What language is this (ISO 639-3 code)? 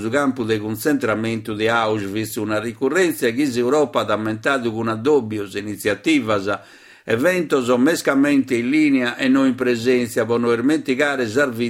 srd